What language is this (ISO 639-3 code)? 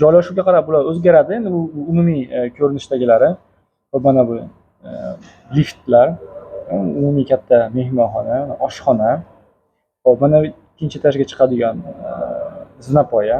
uzb